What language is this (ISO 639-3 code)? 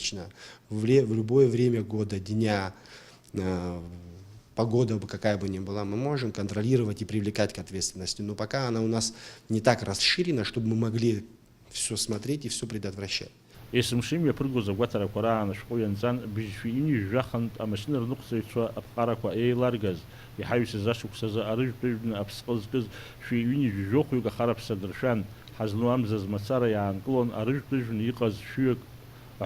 abk